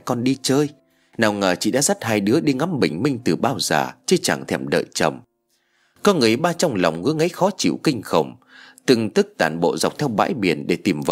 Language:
Vietnamese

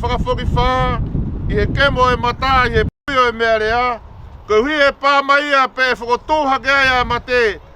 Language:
Tongan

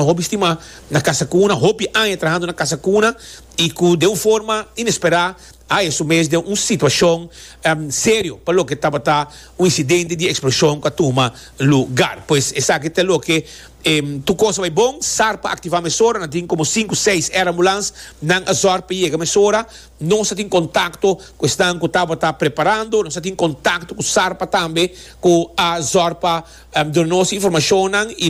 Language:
Papiamento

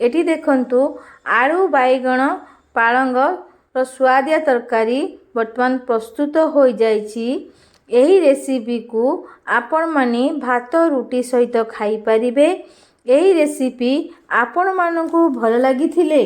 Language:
Odia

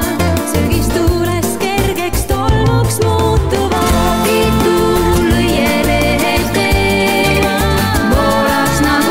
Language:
Estonian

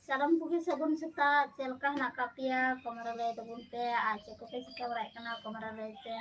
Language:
Santali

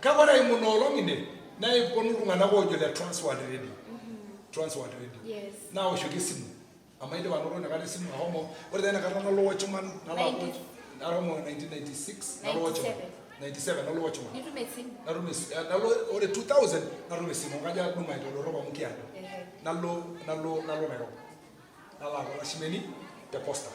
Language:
Masai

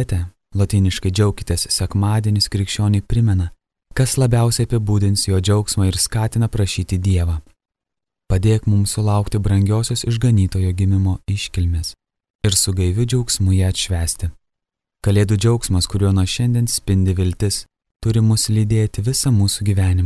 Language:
Lithuanian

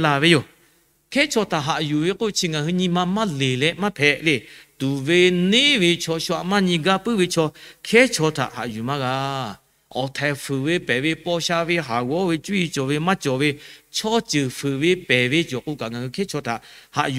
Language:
Lahu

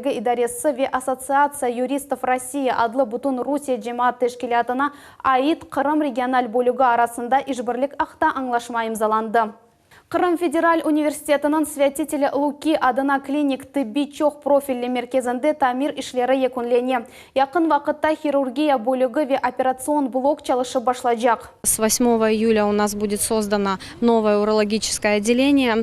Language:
Crimean Tatar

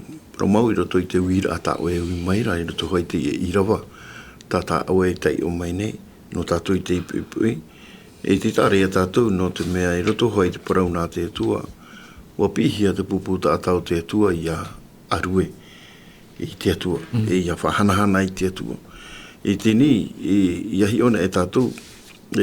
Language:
Tahitian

